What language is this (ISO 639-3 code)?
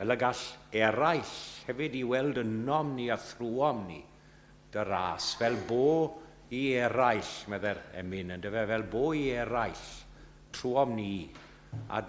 cym